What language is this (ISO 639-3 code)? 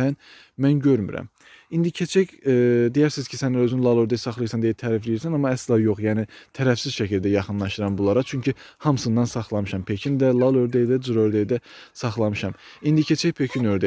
aze